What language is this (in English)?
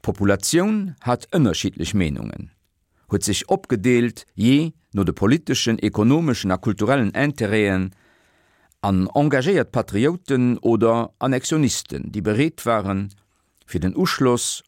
Luxembourgish